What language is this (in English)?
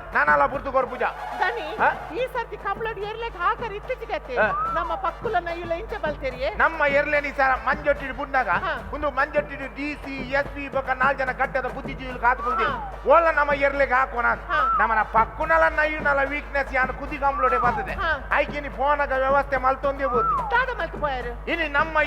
Tulu